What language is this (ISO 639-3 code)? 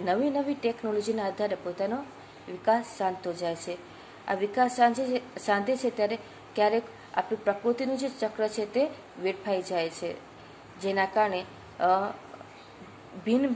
guj